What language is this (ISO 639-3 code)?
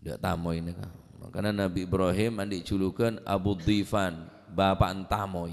mad